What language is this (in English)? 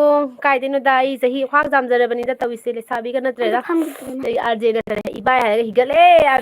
Manipuri